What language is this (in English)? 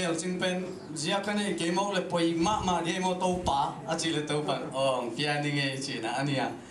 Tedim Chin